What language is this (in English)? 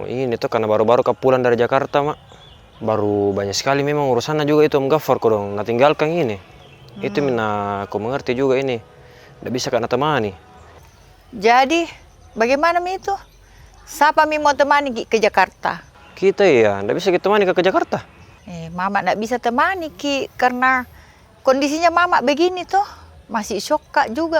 Makassar Malay